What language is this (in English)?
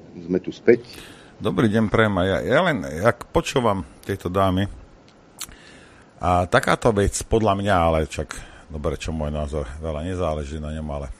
Slovak